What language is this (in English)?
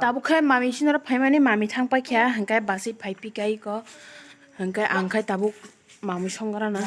Kok Borok